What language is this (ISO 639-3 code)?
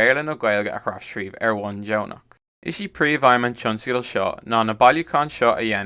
gle